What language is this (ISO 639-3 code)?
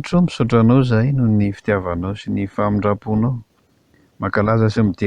mlg